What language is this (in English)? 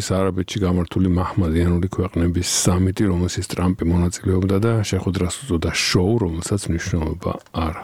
Georgian